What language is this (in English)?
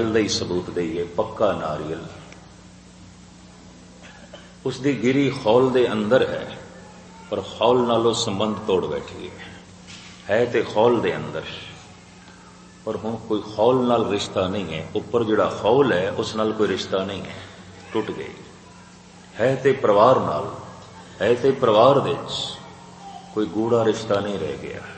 Punjabi